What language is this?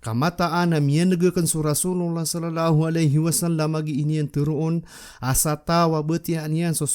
Maranao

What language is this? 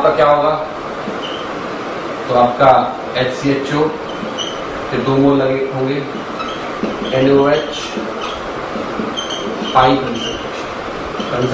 Hindi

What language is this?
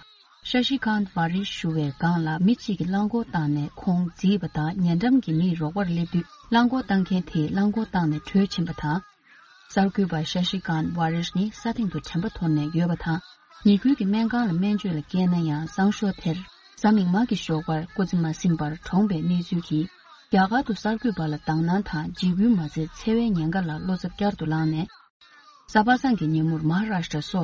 Tibetan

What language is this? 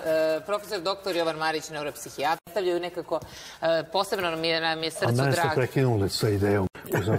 Serbian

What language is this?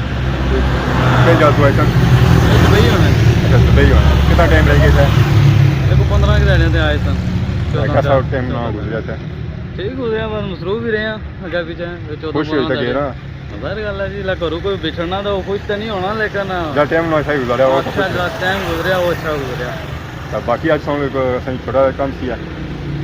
Pahari-Potwari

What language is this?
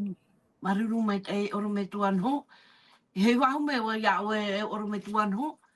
Tahitian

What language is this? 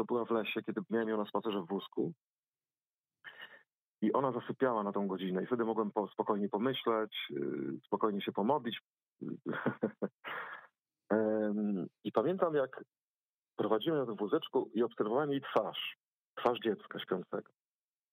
Polish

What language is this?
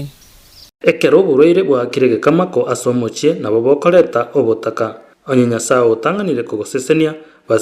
Gusii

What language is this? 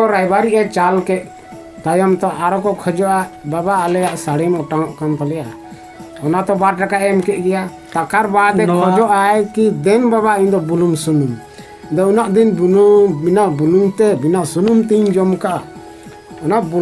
Santali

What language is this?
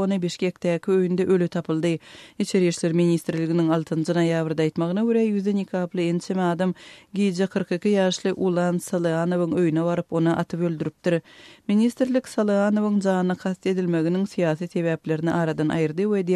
Turkmen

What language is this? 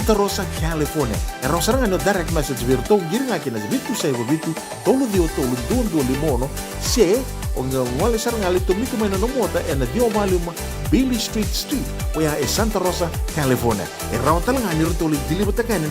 Fijian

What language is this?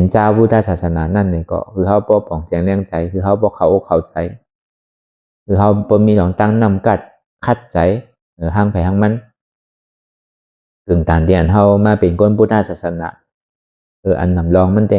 Shan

